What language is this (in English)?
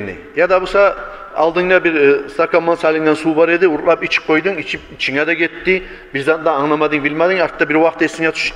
Kumyk